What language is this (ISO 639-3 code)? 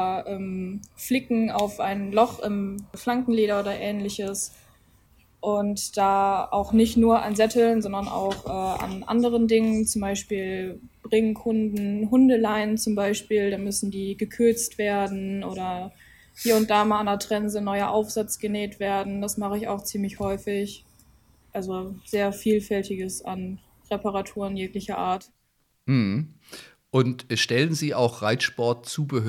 deu